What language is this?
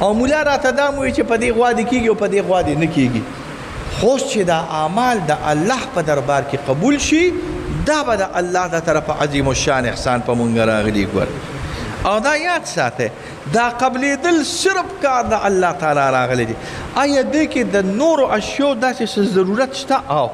Pashto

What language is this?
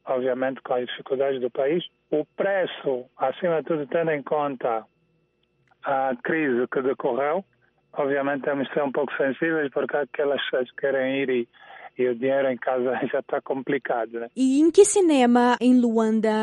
Portuguese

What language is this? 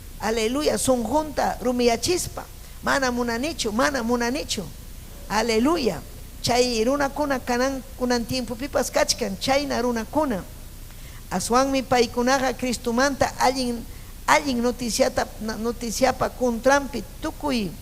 Ayacucho Quechua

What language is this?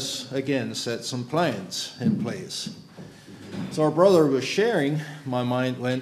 English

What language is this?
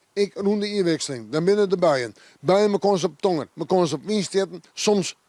Western Frisian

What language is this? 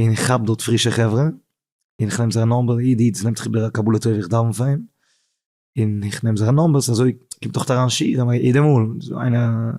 Yiddish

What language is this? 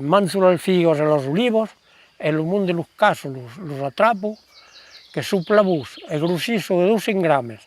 Occitan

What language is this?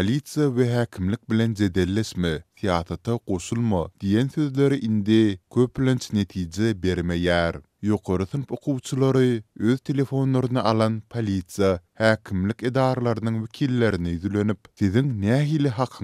Turkmen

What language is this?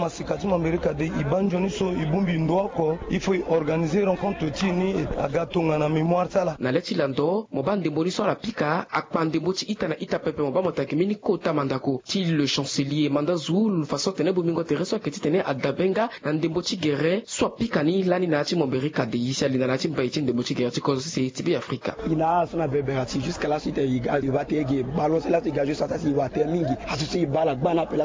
Sango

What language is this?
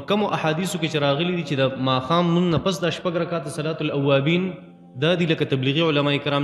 Pashto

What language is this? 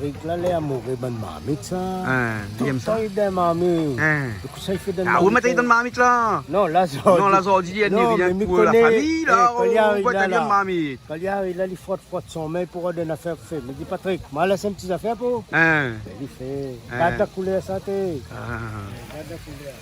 Réunion Creole French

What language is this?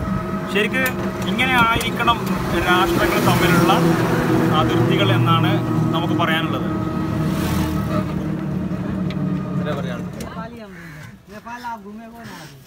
Malayalam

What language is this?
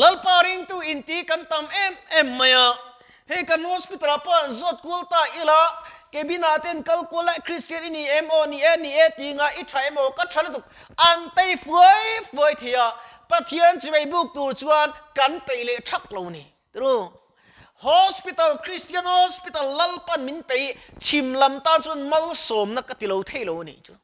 Mizo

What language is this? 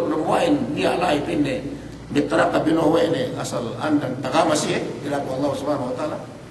Yakan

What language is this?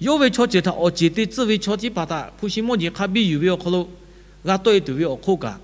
Lahu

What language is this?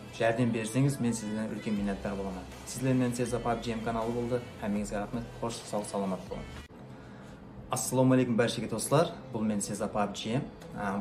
Kara-Kalpak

